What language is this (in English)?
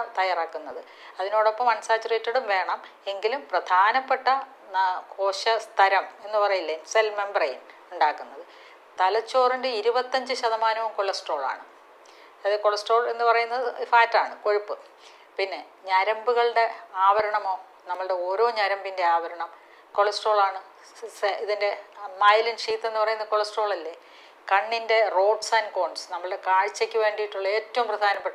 Malayalam